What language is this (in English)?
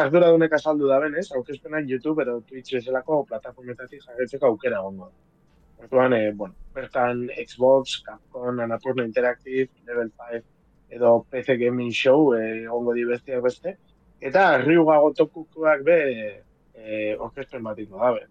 Basque